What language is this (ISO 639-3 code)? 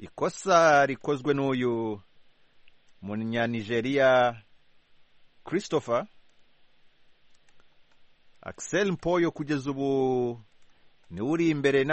kin